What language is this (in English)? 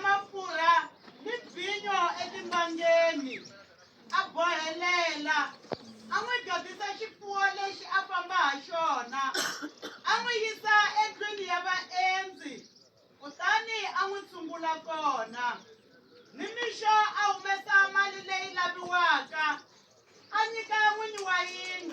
Tsonga